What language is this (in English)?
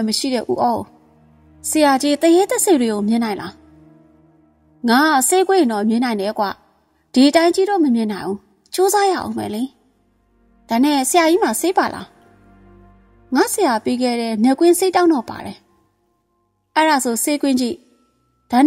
Burmese